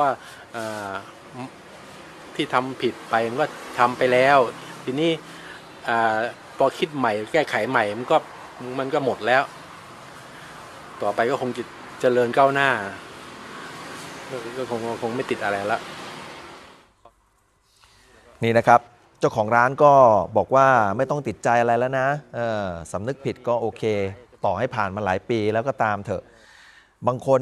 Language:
Thai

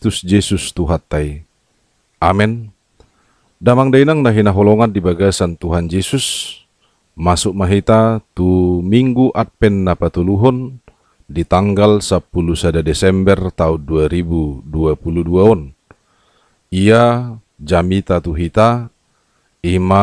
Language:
Batak Toba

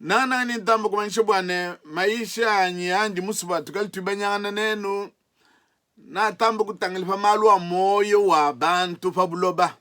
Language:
Luba-Lulua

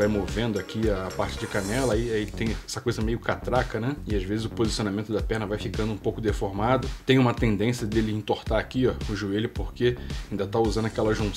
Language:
Portuguese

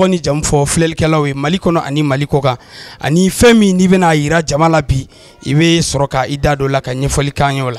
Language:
Bambara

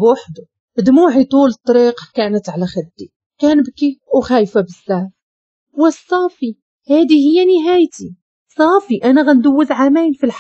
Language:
Moroccan Arabic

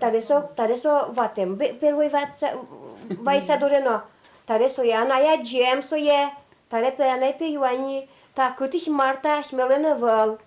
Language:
Udmurt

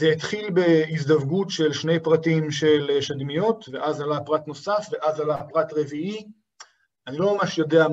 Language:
Hebrew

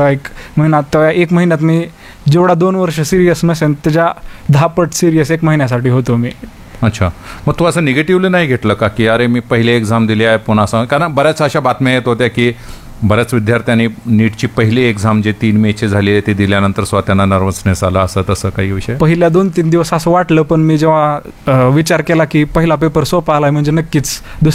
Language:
Marathi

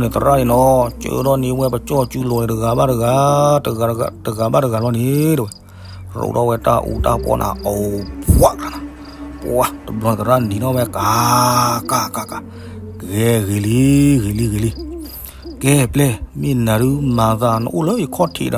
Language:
S'gaw Karen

